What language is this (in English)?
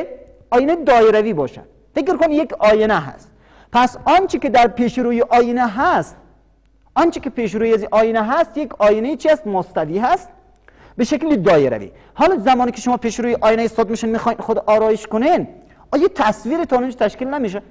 Persian